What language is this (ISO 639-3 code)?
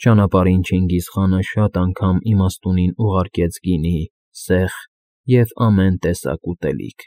hye